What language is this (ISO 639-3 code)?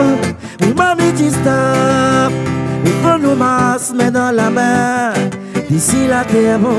rcf